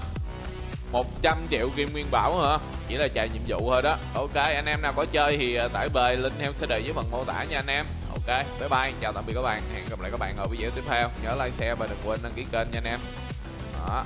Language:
Vietnamese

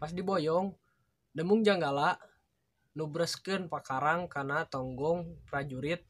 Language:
Sundanese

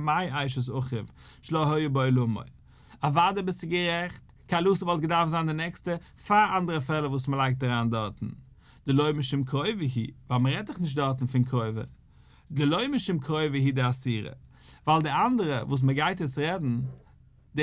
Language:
Yiddish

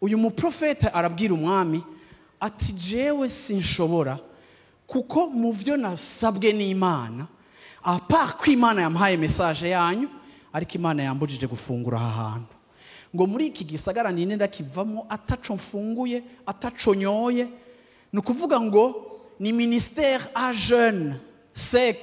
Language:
Rundi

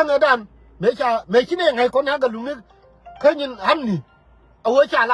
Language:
Nuer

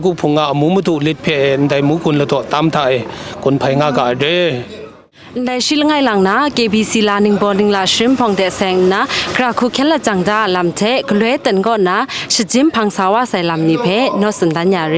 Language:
Kachin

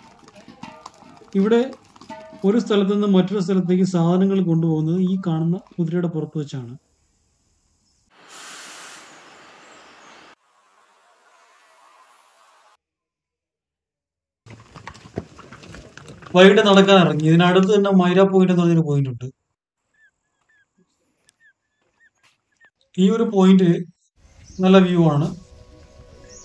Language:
Malayalam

